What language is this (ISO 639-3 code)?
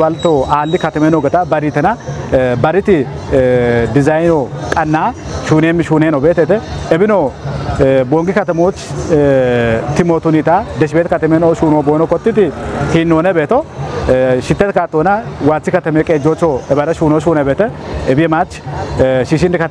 kbr